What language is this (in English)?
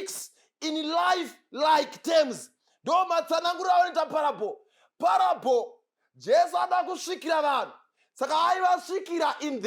Shona